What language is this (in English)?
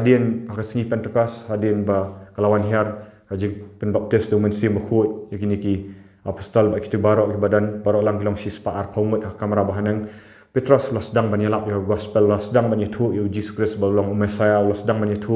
Khasi